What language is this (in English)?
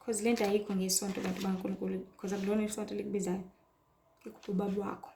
Zulu